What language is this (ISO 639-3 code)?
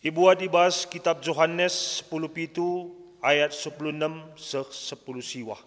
btx